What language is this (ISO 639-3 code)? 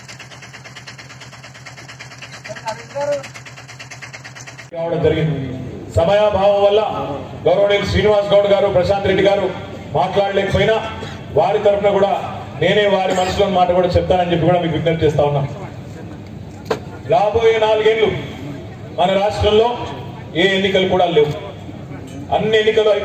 tel